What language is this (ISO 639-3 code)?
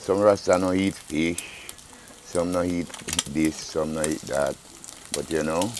jam